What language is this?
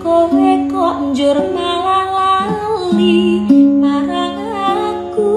Javanese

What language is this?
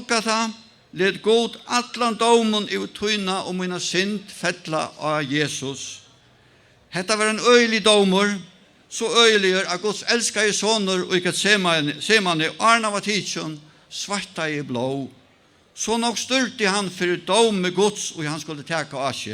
Faroese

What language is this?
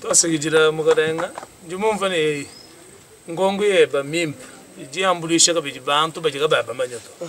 Luba-Lulua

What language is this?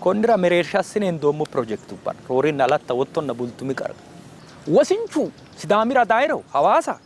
Sidamo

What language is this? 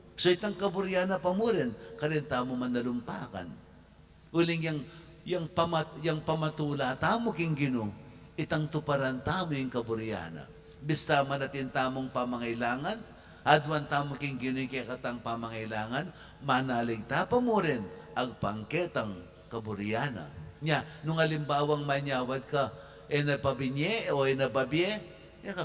Pampanga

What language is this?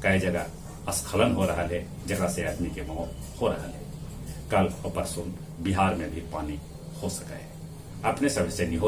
Magahi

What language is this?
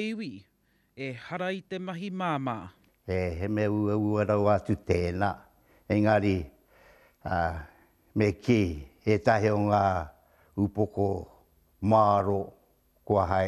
Māori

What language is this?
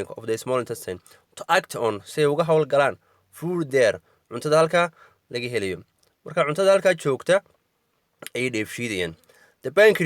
Somali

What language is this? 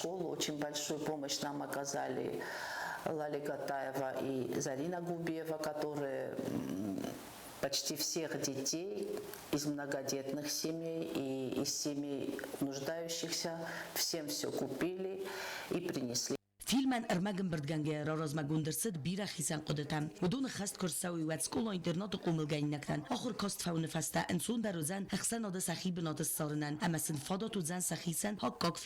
Ossetic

